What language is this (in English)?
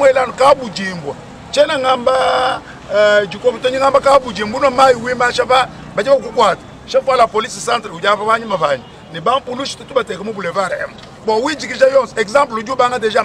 Luba-Lulua